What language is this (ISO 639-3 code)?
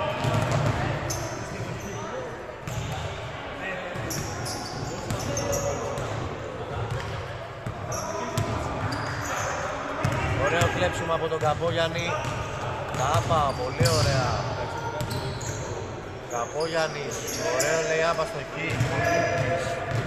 ell